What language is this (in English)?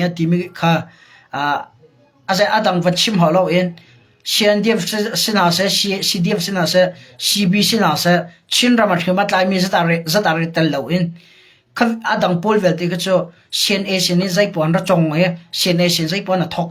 Hakha Chin